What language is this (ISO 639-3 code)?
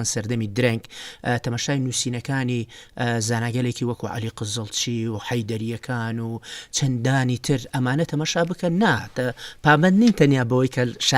ckb